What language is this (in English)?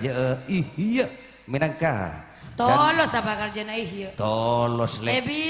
Madurese